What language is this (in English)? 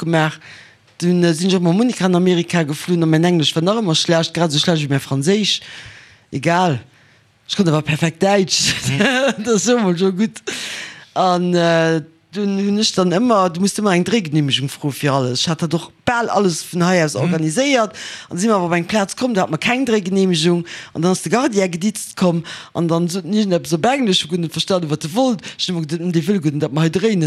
Luxembourgish